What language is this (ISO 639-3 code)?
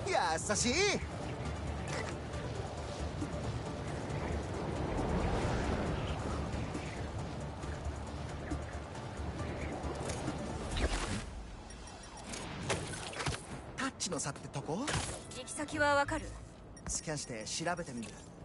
jpn